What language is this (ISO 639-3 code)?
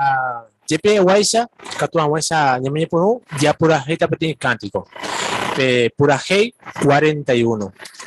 grn